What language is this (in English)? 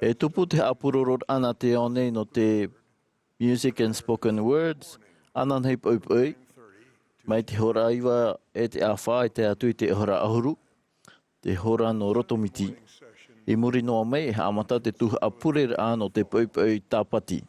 Tahitian